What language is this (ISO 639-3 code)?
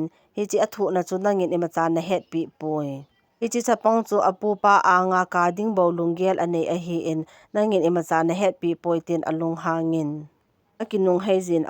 tcz